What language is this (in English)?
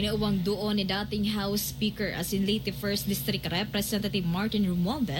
Bikol